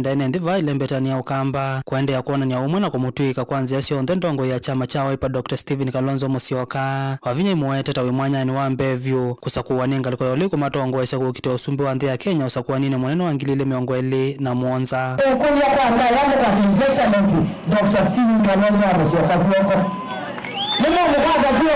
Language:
Kamba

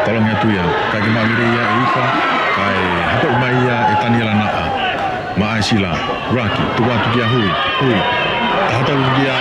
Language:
Tongan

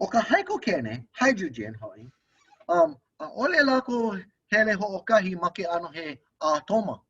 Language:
Hawaiian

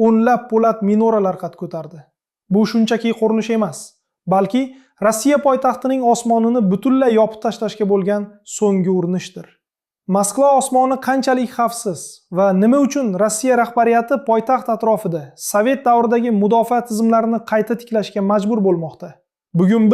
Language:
Uzbek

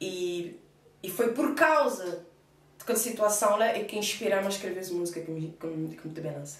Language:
Kabuverdianu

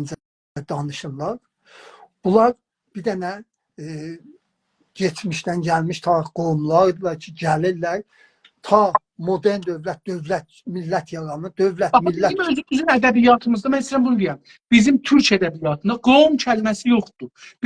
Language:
South Azerbaijani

